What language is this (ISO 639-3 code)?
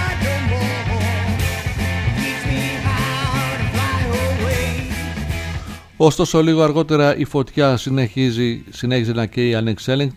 ell